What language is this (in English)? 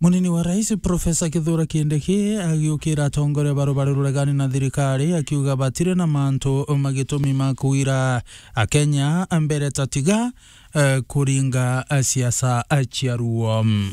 Meru